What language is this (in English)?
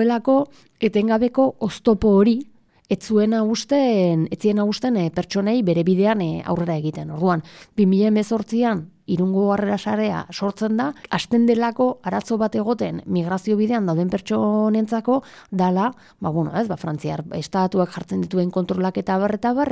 Basque